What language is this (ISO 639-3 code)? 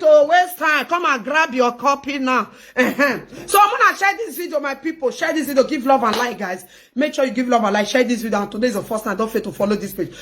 pcm